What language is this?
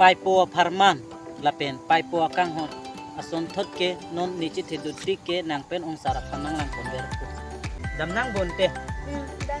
Karbi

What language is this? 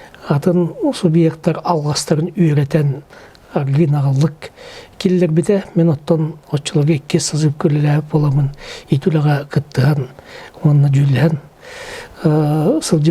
Yakut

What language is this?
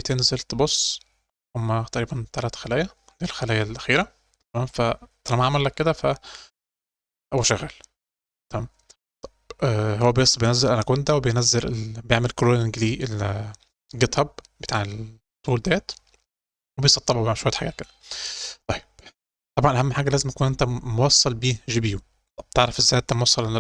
Egyptian Arabic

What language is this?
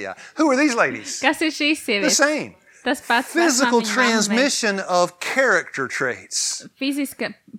Latvian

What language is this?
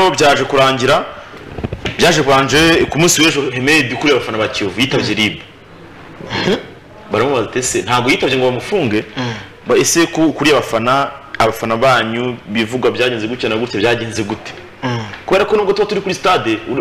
Kinyarwanda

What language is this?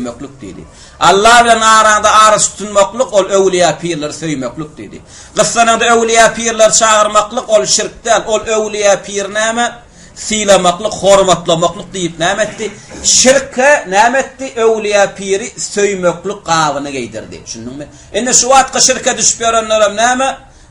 Turkmen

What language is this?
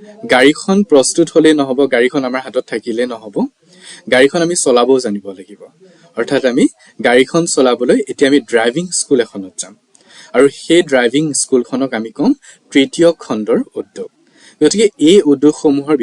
Assamese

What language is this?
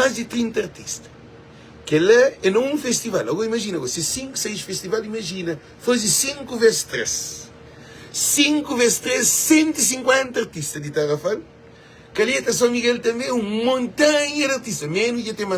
Kabuverdianu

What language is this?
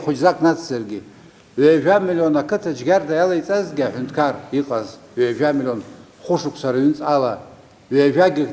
Abkhazian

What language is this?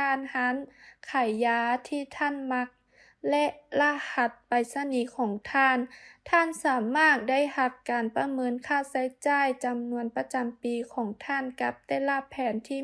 Lao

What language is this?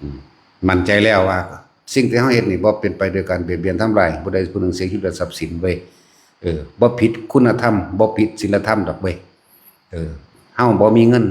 Lao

